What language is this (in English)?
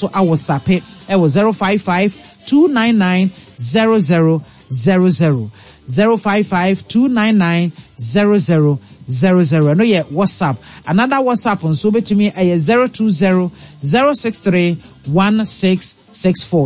Akan